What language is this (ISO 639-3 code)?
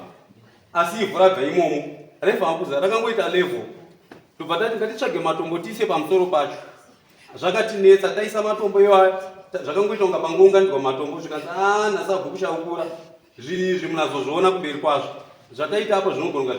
sna